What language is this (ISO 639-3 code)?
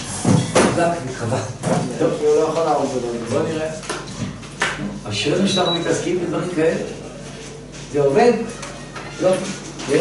heb